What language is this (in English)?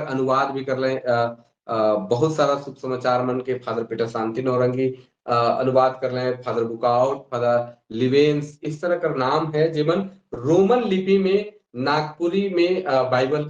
Sadri